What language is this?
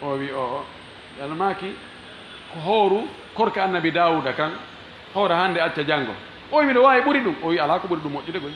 Fula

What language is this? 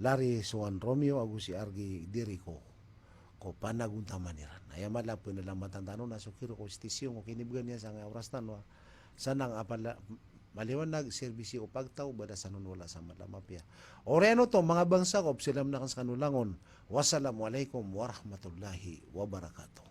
Maranao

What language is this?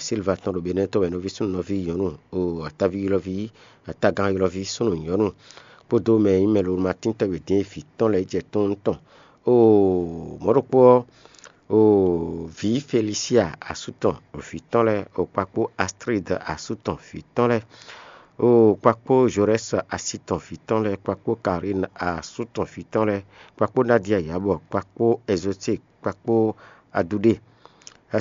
Fon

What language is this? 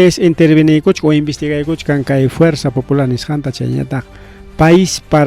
Ayacucho Quechua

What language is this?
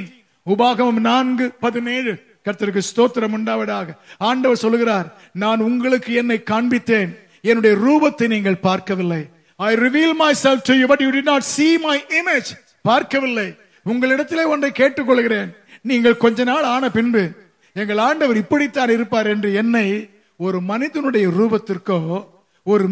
Tamil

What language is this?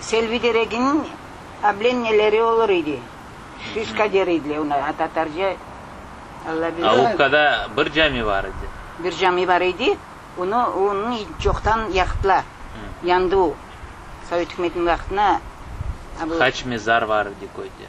Crimean Tatar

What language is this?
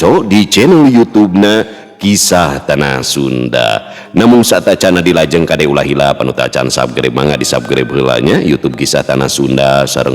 Sundanese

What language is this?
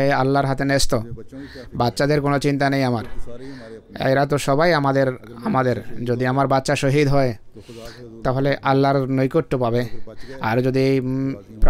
Bangla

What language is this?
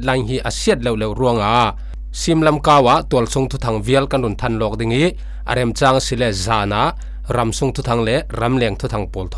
Falam Chin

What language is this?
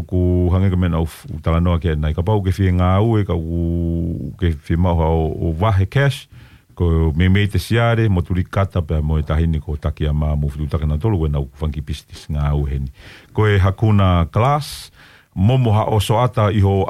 Tongan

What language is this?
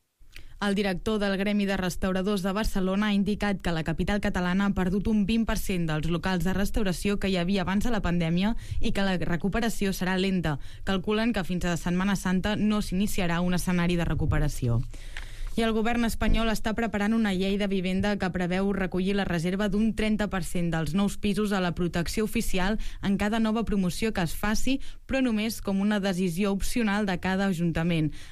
Catalan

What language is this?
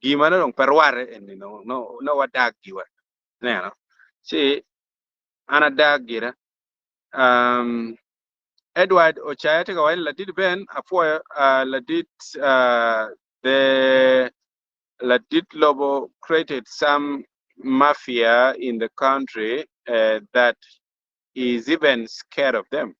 Acoli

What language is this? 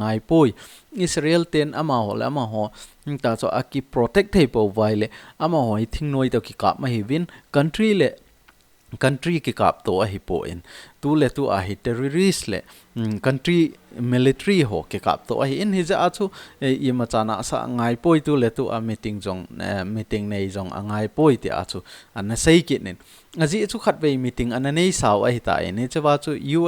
Thado Chin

